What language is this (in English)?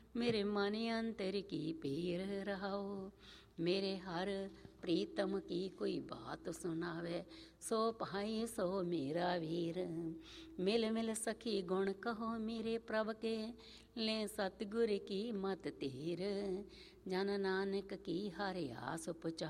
Punjabi